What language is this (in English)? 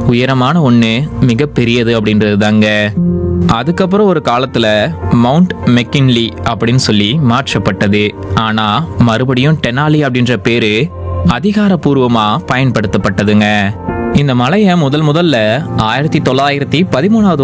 Tamil